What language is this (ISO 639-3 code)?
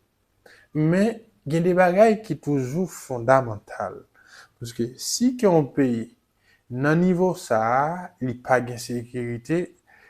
hat